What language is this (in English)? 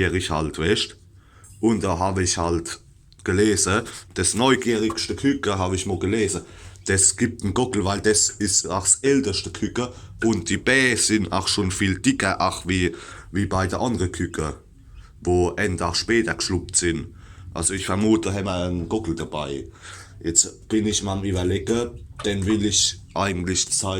Palatine German